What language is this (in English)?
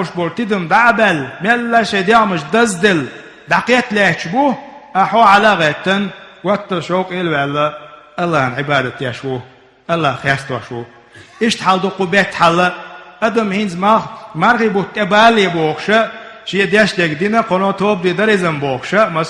Chechen